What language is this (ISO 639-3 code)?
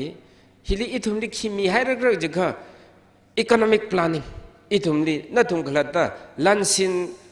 nmf